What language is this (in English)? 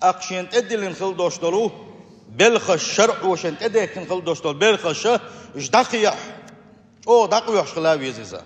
Chechen